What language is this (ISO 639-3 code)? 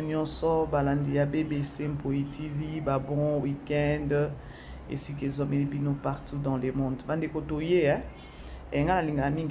lin